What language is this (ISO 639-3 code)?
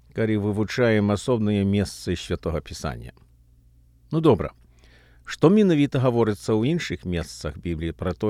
bel